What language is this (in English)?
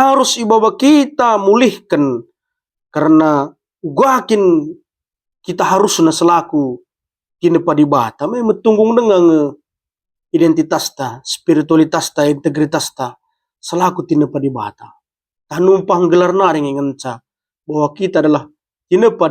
Batak Karo